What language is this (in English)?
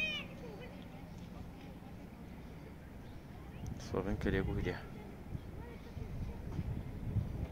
Bulgarian